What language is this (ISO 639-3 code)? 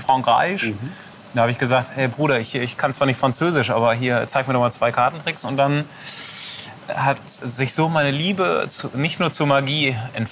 deu